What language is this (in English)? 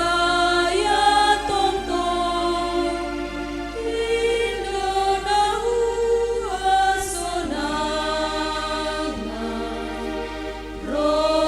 Batak Simalungun